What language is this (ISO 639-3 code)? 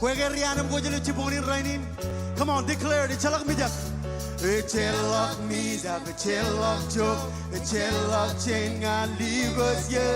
mah